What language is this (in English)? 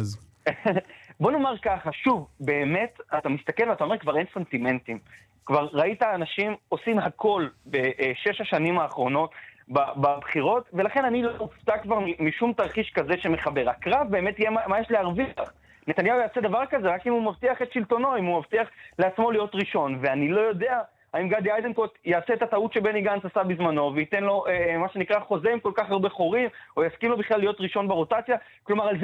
Hebrew